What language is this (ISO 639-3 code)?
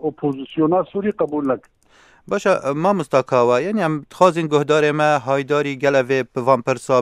kur